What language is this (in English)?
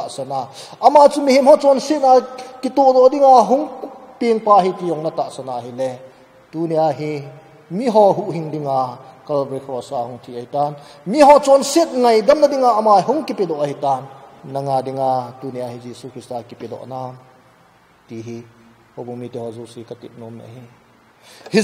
Thado Chin